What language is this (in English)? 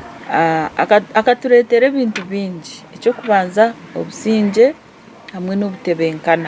Nyankole